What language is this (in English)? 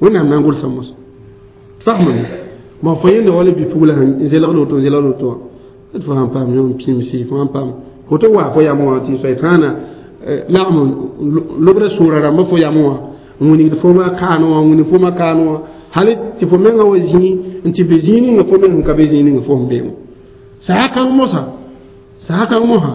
Mossi